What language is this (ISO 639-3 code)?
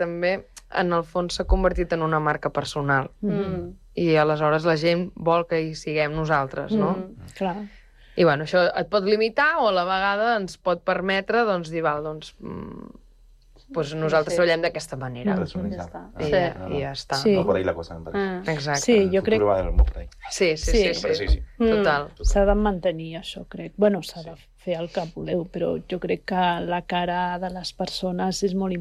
cat